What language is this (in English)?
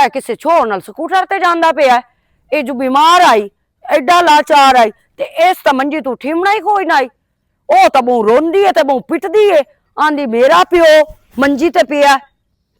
Western Panjabi